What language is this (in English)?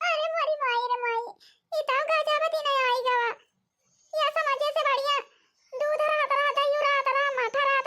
Awadhi